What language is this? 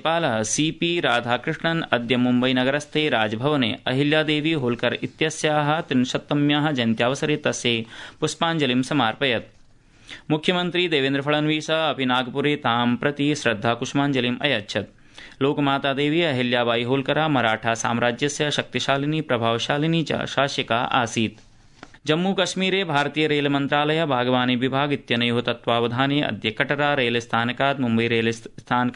Sanskrit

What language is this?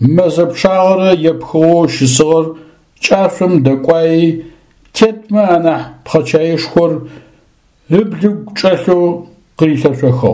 Adyghe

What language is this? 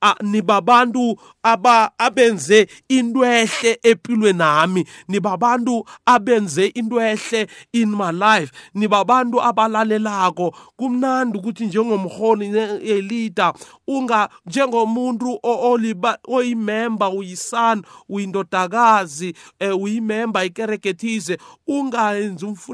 South Ndebele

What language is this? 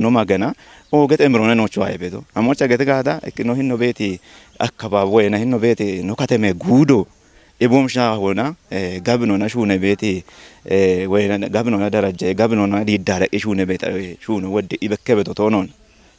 Kafa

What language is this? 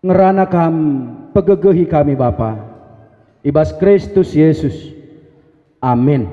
Batak Karo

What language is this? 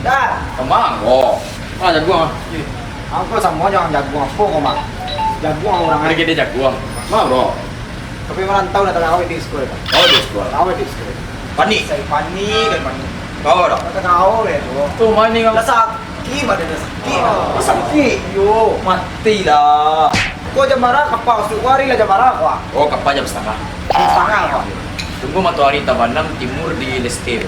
Minangkabau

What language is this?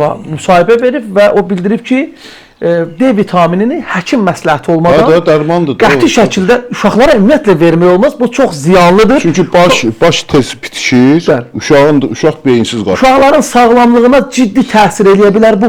Azerbaijani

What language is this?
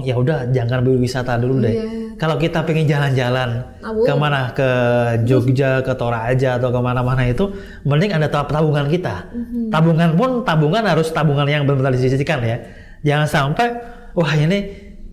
Indonesian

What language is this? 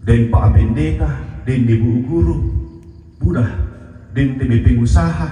Toraja-Sa'dan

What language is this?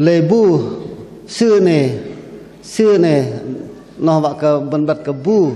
Bahnar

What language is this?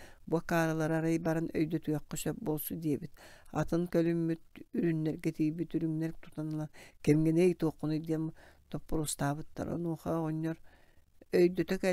Yakut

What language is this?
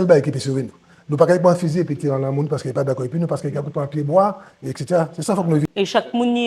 Guadeloupean Creole French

